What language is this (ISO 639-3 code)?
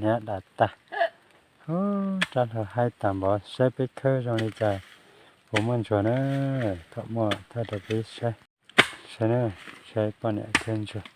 hmn